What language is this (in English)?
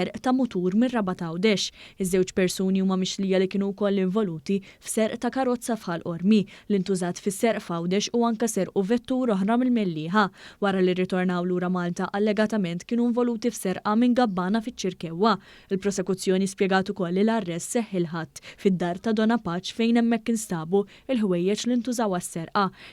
Maltese